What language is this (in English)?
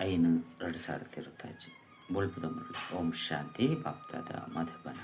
Tulu